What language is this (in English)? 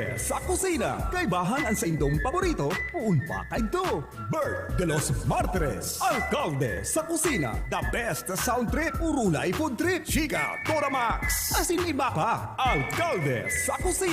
Bikol